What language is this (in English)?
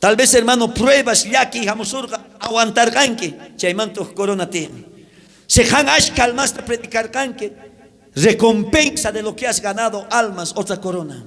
South Bolivian Quechua